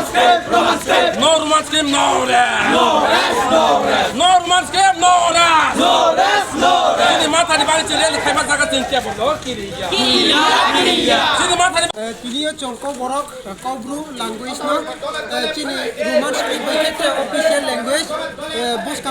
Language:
Riang (India)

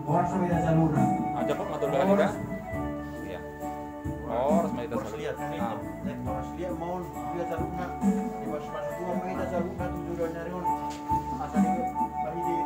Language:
Batak Toba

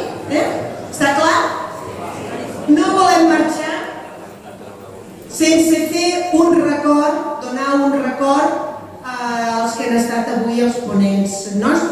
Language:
Catalan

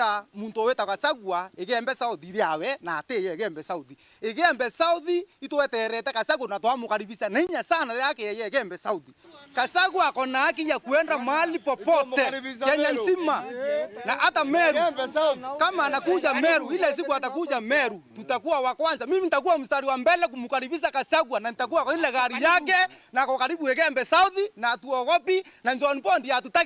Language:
Meru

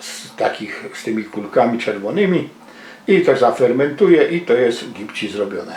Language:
Silesian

